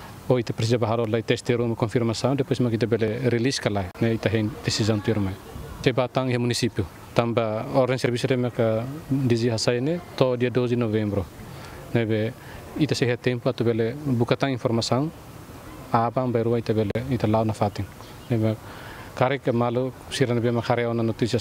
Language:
Tetum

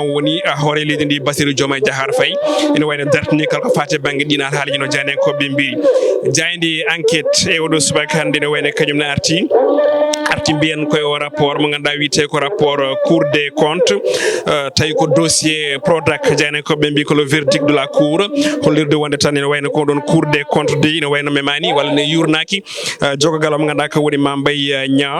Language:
Fula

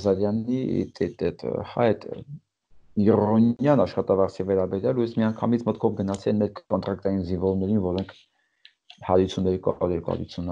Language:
Armenian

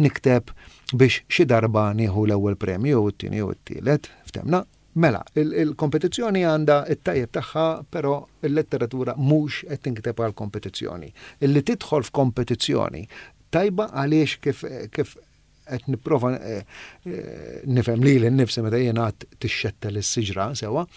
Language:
Maltese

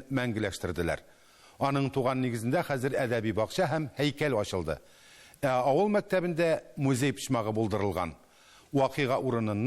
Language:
Tatar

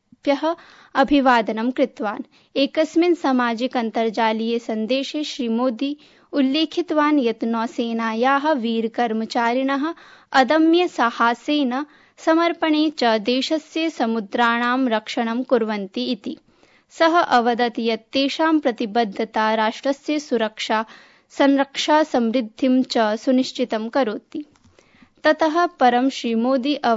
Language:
Sanskrit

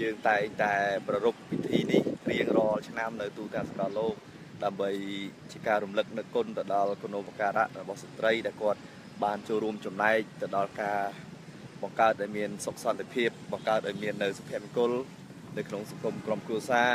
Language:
Khmer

